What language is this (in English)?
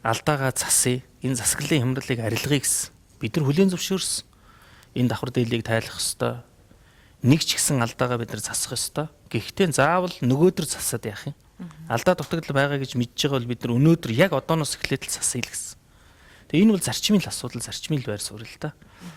Mongolian